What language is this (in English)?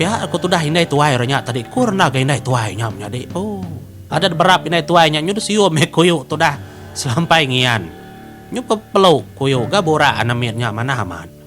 Iban